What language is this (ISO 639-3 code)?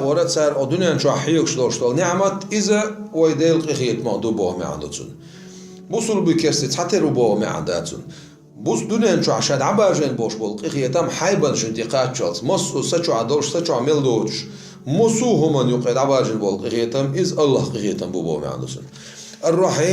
che